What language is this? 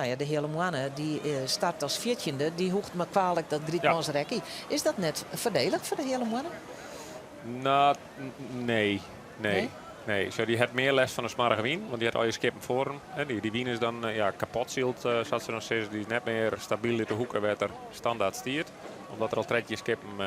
Western Frisian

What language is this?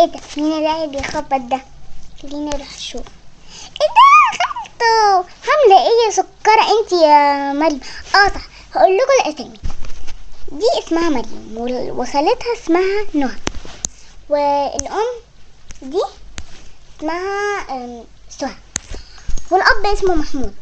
Egyptian Arabic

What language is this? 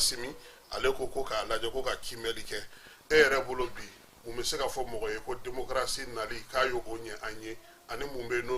Bambara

